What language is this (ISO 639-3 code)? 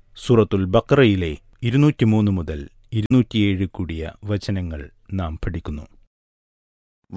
mal